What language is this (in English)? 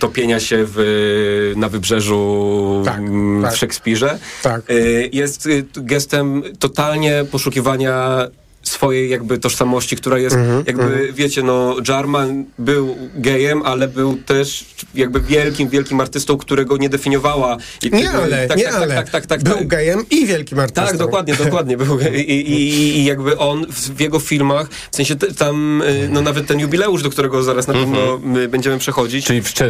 Polish